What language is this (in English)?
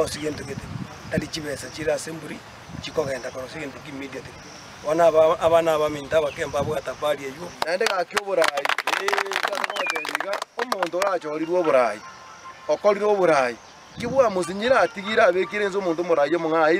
Gusii